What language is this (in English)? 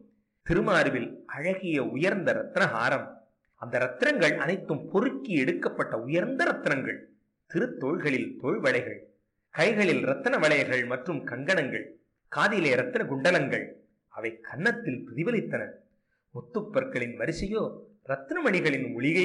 Tamil